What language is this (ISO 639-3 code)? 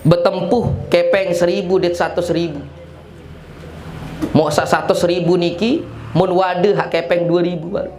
sas